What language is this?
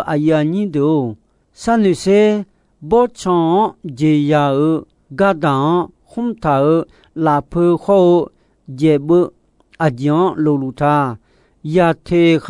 Akha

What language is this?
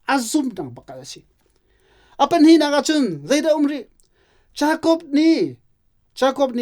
Hakha Chin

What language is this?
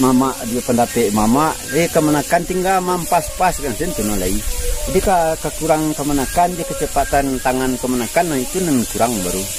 Minangkabau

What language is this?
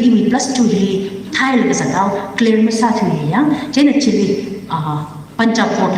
Tangkhul Naga (India)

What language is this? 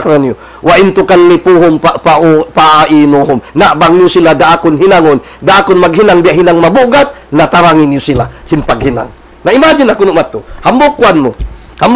Tausug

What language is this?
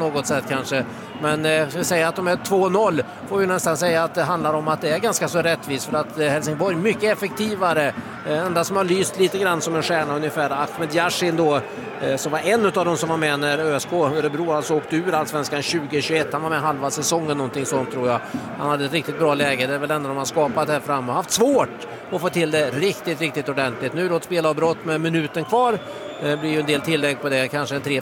Swedish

